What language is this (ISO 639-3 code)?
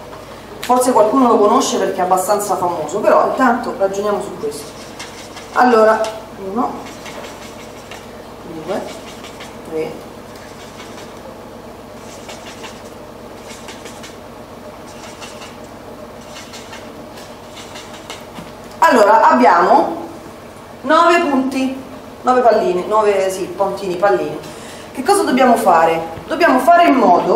ita